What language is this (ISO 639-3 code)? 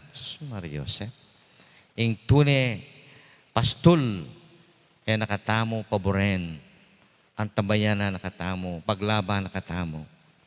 pam